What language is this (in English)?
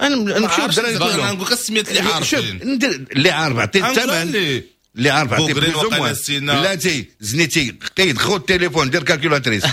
Moroccan Arabic